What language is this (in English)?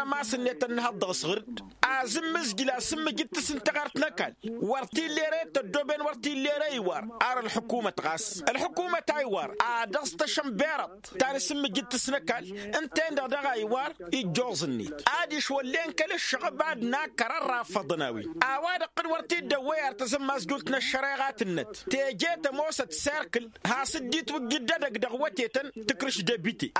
Tamasheq